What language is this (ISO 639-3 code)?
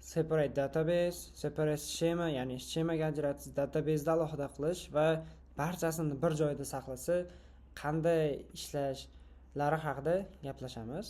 uzb